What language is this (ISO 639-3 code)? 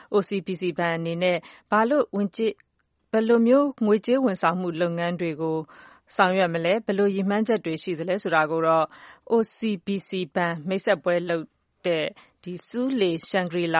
mya